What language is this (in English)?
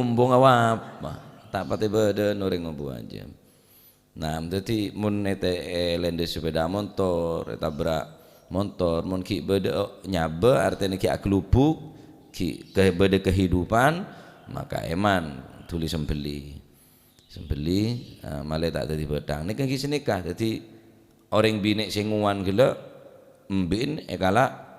Madurese